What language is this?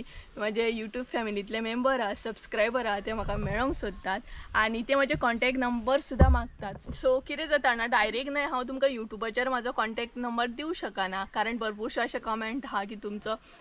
Konkani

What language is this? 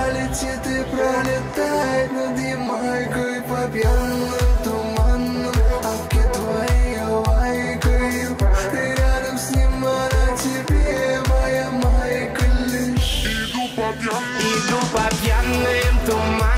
Russian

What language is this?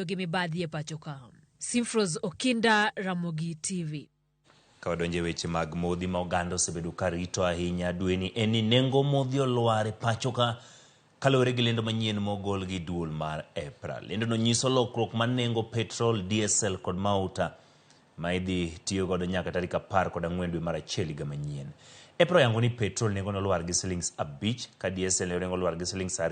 Luo (Kenya and Tanzania)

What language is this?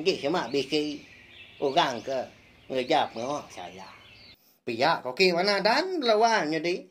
Iban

